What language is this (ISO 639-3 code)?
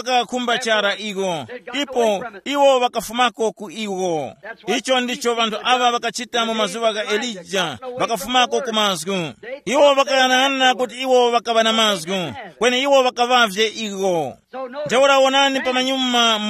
tum